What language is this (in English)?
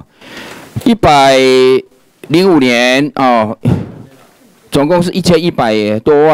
Chinese